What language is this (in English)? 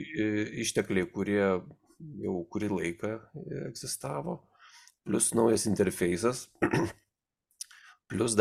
Lithuanian